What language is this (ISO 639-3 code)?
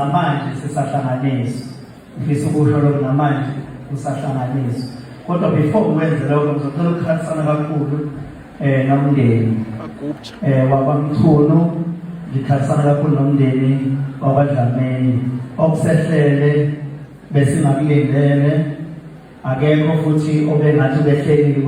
zul